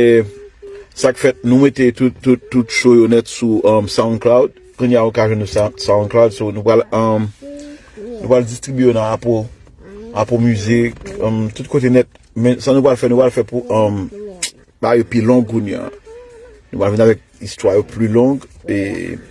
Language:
Haitian Creole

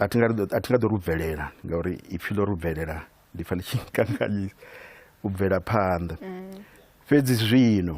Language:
Venda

